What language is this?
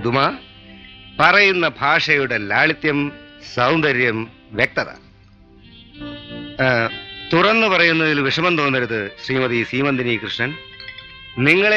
Malayalam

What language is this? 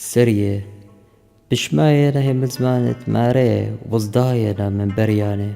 Assyrian Neo-Aramaic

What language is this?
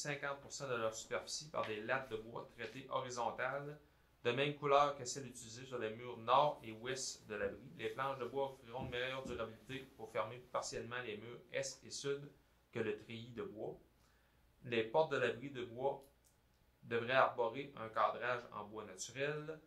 French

